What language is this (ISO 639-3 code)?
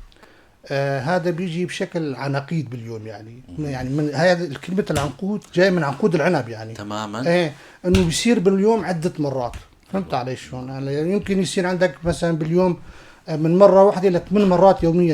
apc